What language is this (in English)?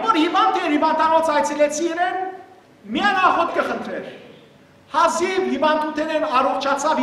Western Armenian